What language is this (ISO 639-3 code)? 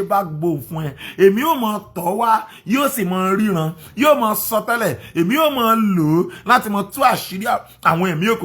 yor